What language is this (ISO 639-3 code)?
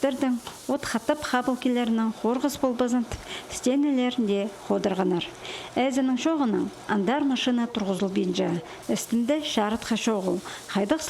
kjh